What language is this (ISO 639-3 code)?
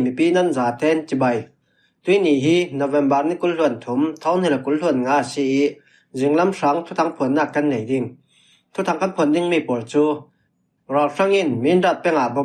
cfm